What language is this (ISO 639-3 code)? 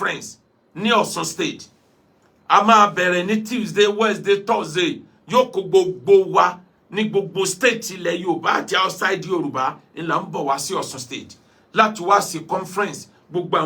yor